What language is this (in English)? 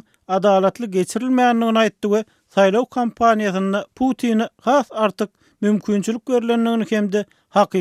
Turkmen